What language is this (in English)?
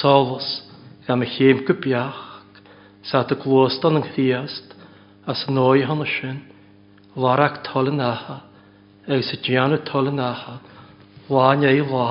Welsh